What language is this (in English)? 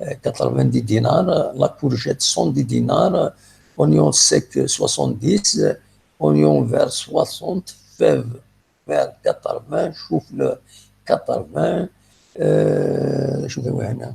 Kabyle